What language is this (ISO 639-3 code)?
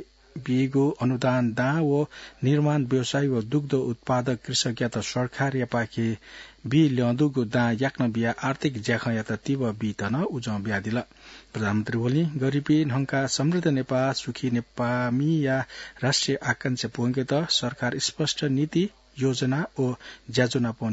new